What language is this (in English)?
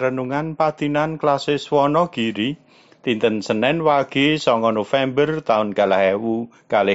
Javanese